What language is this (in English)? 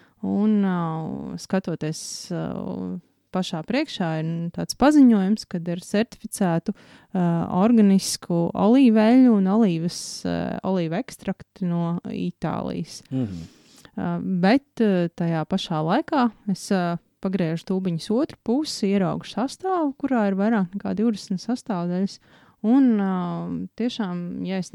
Latvian